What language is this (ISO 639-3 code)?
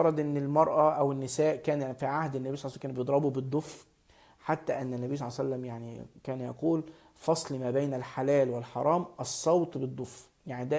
arz